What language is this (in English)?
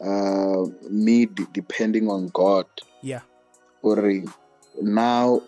Venda